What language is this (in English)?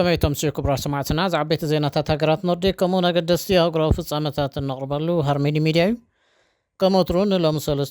Tigrinya